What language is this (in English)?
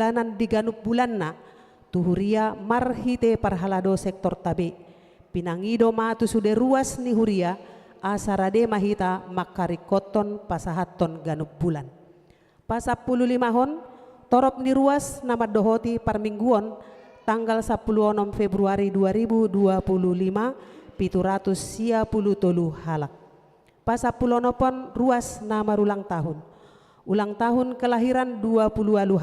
Batak Toba